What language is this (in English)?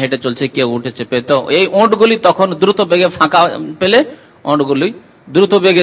Bangla